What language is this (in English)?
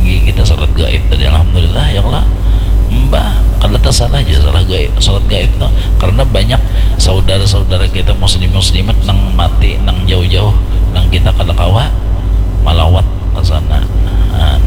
Banjar